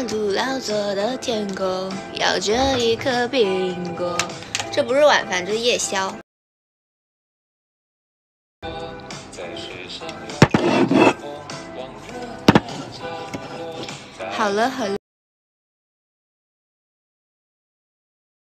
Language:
Chinese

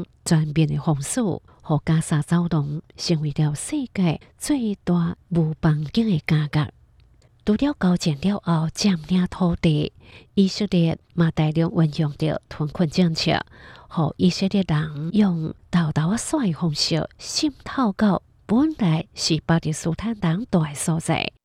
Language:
Hakka Chinese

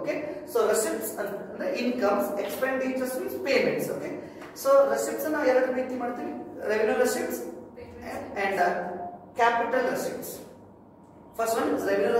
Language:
Kannada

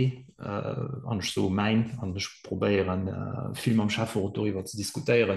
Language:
Luxembourgish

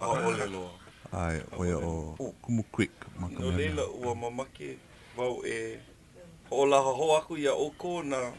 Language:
Hawaiian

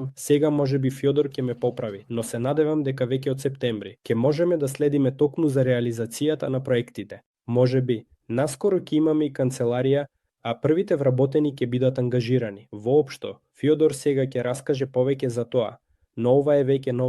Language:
Macedonian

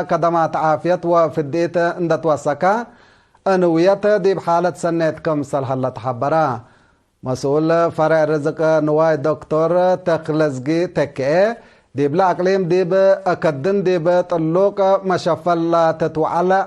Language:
Tigre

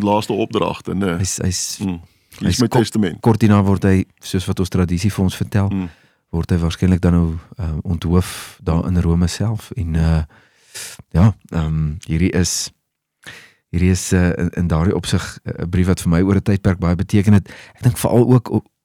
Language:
Afrikaans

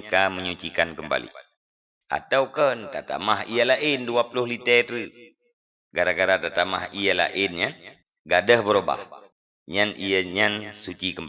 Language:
Achinese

